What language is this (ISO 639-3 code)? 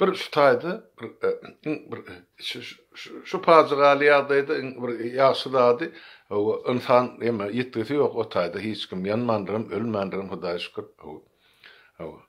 tuk